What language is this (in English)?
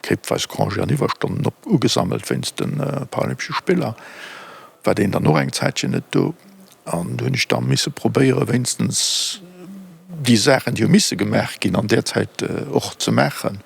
Luxembourgish